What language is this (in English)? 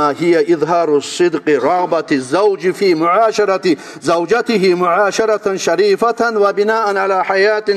Kumyk